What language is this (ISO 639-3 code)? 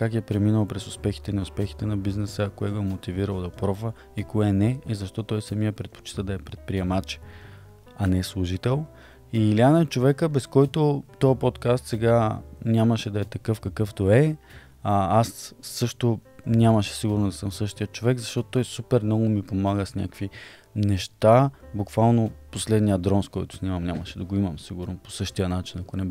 bul